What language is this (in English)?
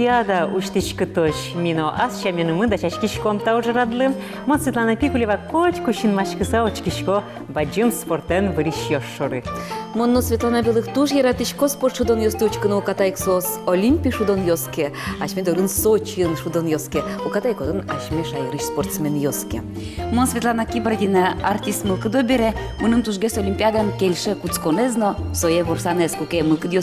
Udmurt